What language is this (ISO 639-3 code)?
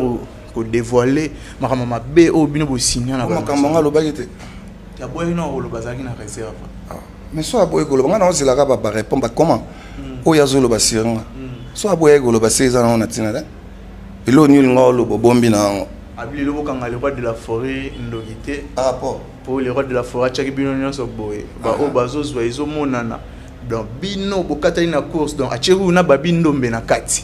lin